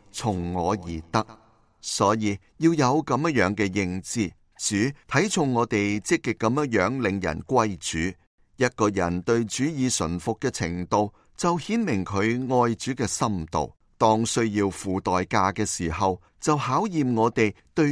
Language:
Cantonese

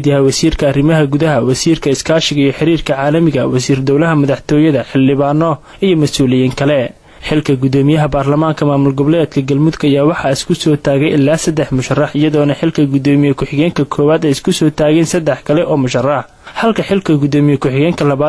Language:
Somali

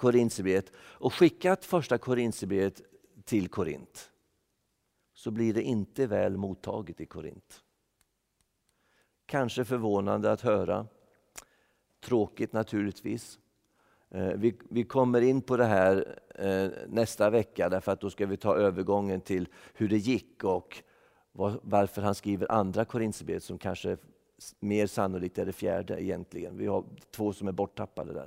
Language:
Swedish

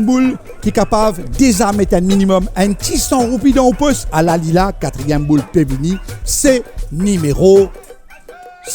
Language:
Morisyen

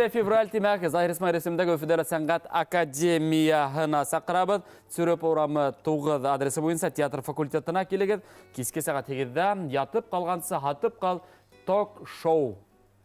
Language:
Bashkir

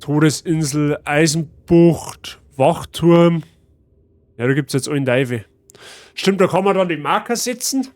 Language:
Bavarian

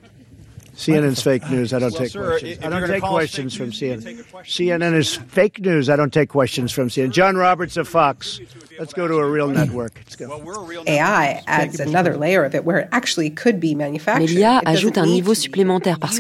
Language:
French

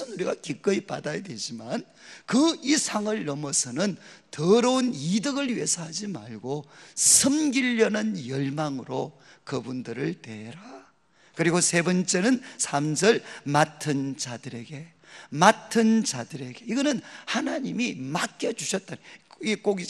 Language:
Korean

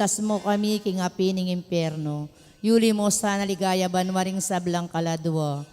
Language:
Pampanga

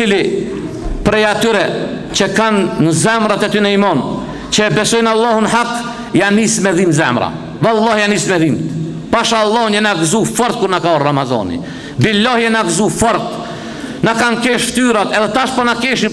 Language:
Albanian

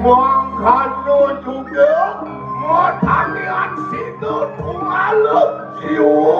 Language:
Balinese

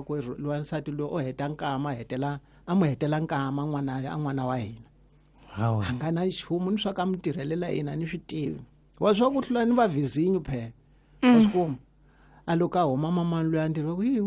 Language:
Tsonga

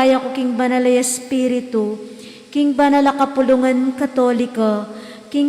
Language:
Pampanga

